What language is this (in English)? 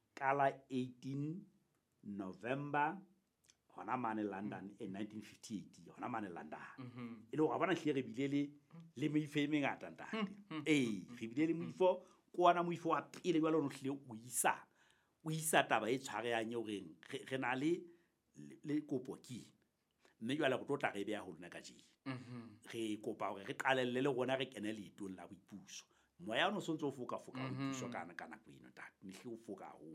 Southern Sotho